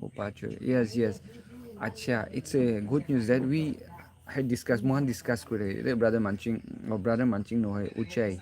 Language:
Naga Pidgin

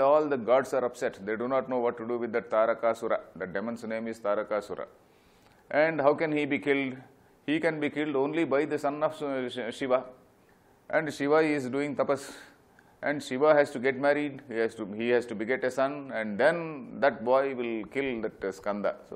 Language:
English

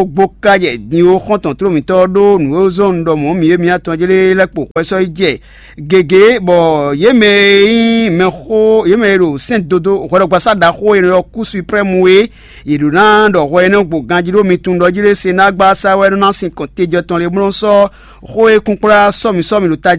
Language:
Fon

